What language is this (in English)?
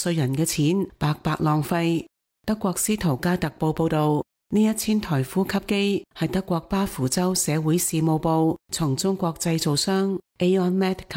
Cantonese